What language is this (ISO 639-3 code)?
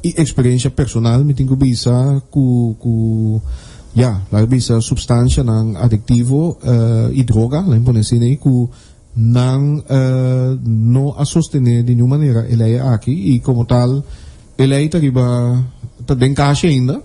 pap